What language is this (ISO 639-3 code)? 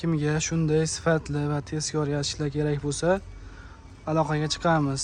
uzb